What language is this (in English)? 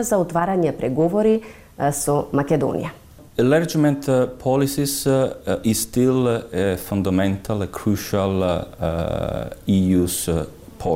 Macedonian